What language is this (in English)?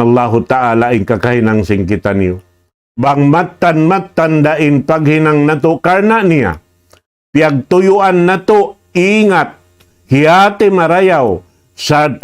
Tausug